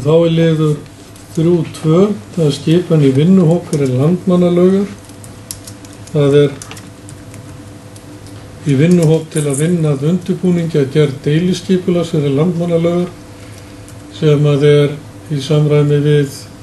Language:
Icelandic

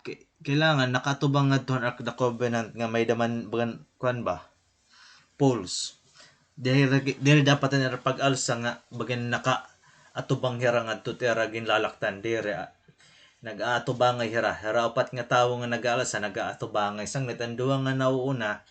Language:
Waray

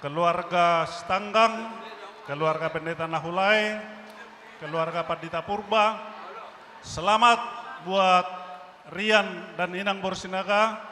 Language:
Batak Toba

